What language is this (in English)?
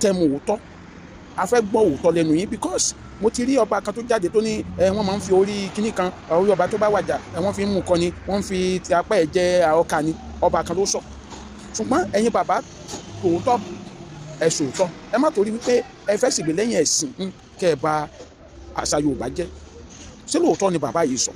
Yoruba